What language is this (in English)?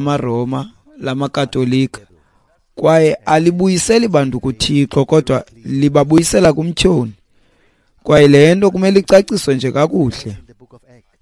Xhosa